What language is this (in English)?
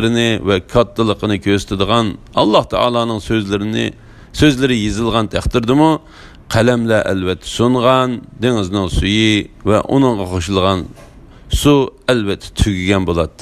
Uyghur